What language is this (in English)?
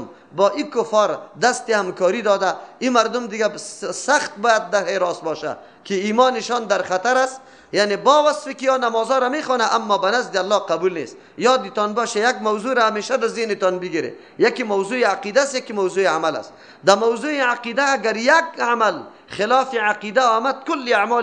Persian